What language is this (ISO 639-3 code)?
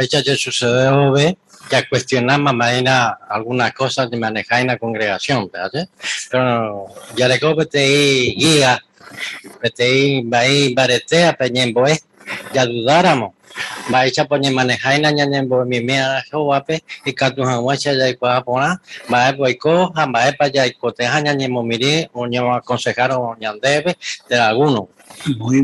grn